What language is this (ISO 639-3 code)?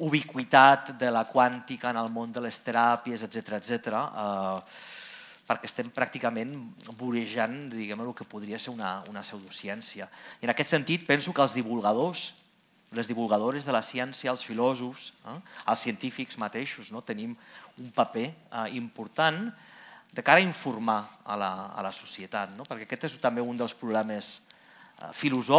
cat